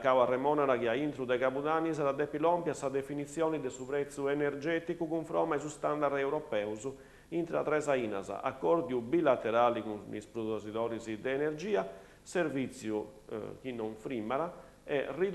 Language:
Sardinian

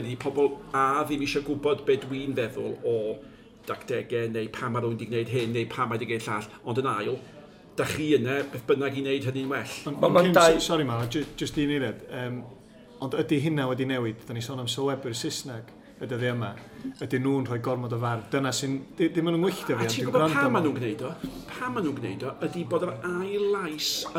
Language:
Welsh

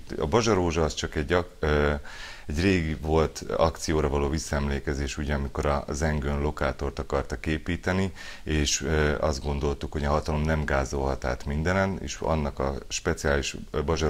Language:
Hungarian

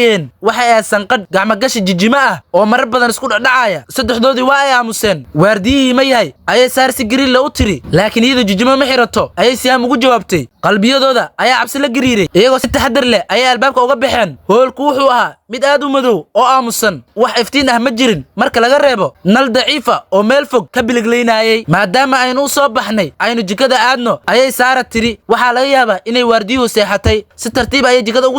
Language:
Somali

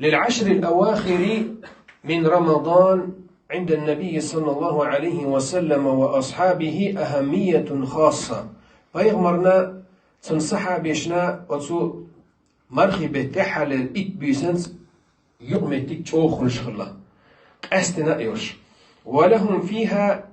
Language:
Chechen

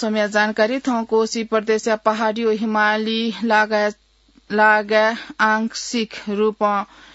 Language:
Newari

